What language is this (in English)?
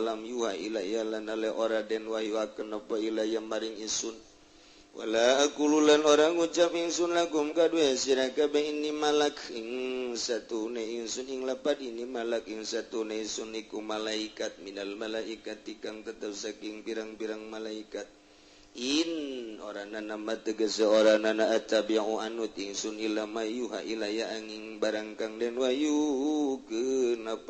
Sundanese